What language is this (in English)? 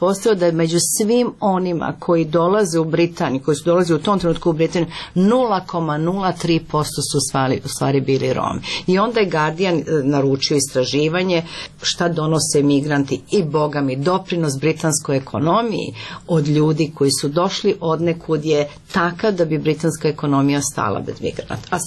Serbian